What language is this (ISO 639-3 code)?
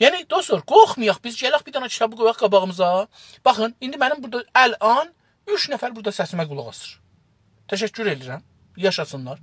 azb